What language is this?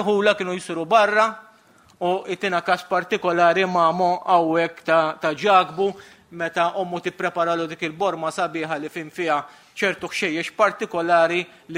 Maltese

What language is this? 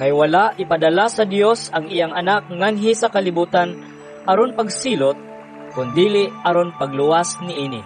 Cebuano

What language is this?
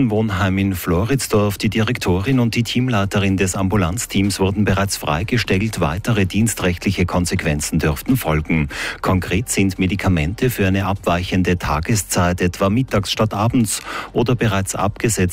German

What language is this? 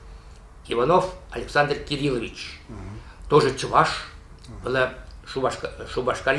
Chuvash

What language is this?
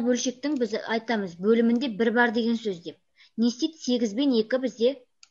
Kazakh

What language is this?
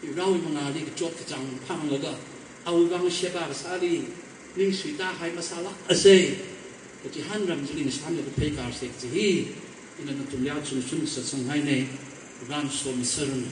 Tangkhul Naga (India)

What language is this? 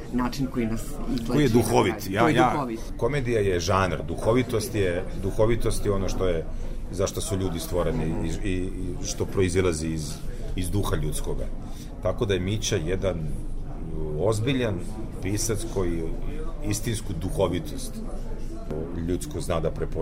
Serbian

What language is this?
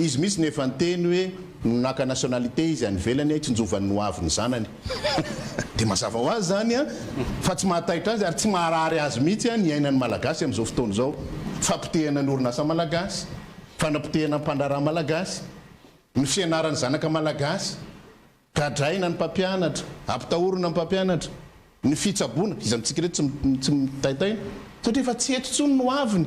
Malagasy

